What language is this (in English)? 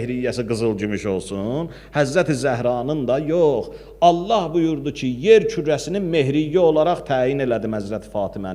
Azerbaijani